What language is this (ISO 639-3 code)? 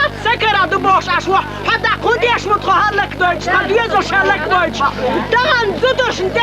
che